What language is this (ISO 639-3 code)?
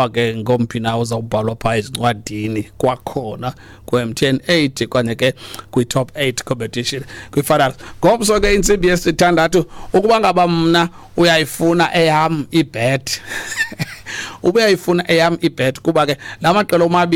xho